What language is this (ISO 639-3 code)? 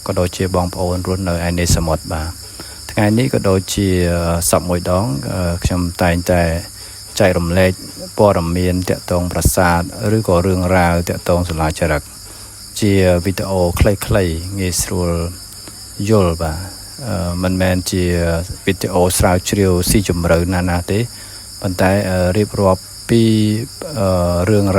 khm